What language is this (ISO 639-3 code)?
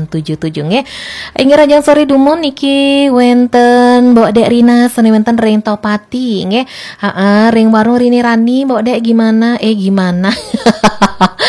ban